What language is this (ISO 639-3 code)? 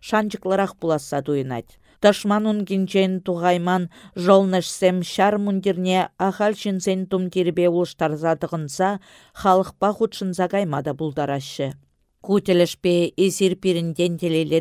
chv